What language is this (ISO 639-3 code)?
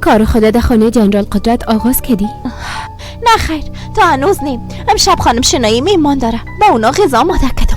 fas